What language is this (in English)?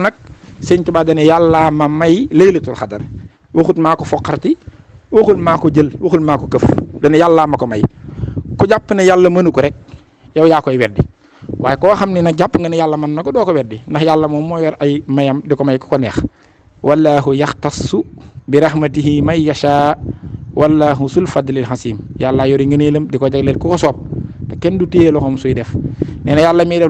Wolof